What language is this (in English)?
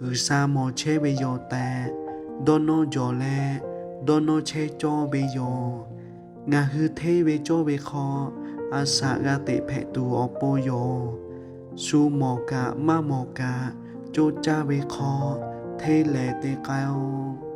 Lahu